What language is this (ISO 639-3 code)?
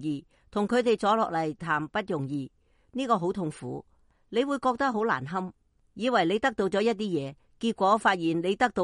yue